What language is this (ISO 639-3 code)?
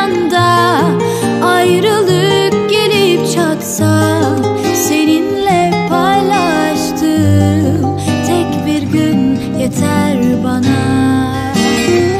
tur